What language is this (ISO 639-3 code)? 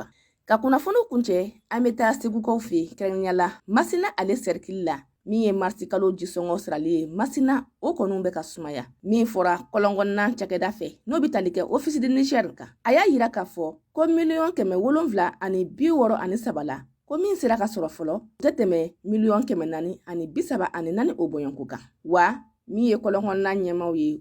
bam